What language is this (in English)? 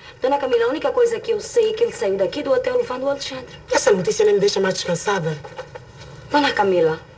Portuguese